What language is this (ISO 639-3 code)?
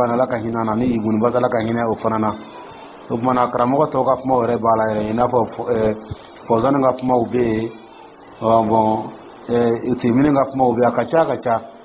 dyu